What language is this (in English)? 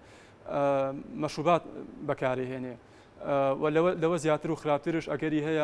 Central Kurdish